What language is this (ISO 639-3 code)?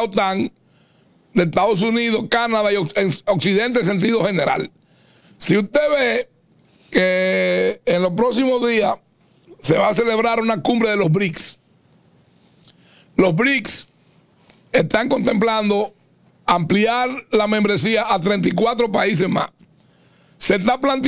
spa